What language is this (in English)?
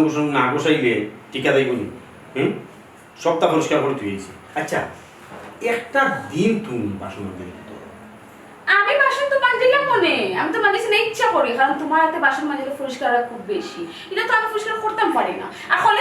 Sylheti